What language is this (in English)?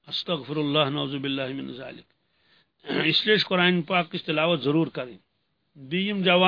Kashmiri